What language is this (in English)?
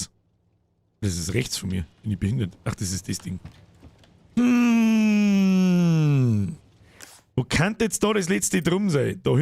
Bavarian